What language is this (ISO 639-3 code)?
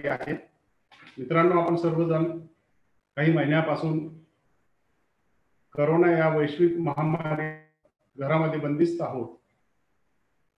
mar